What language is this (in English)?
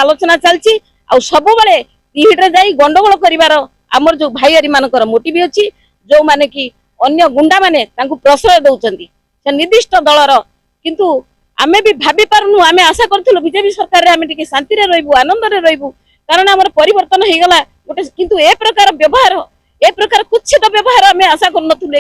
Odia